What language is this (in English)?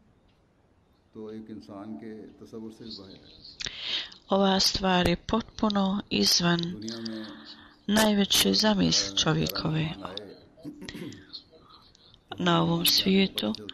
Bosnian